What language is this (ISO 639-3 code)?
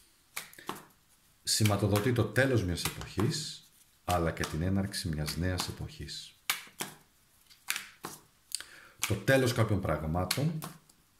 ell